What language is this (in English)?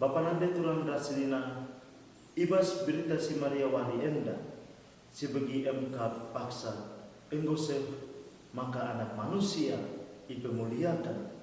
Batak Karo